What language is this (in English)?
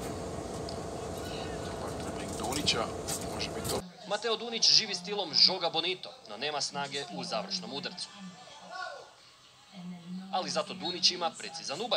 Croatian